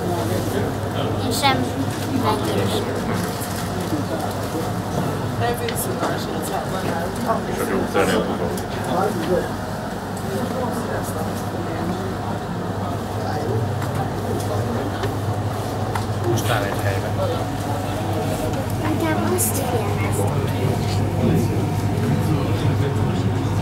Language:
Hungarian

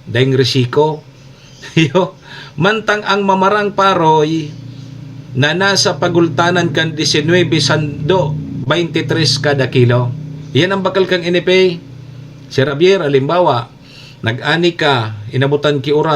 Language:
Bikol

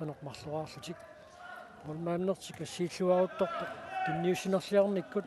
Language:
Kalaallisut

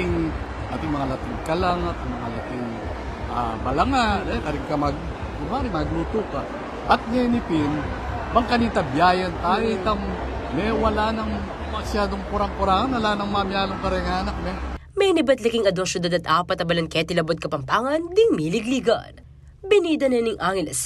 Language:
Pampanga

